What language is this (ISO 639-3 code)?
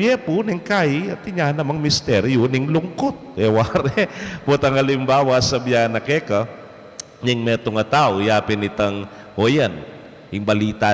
pam